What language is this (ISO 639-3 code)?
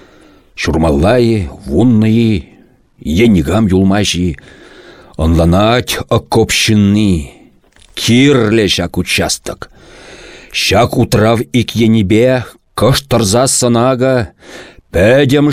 chv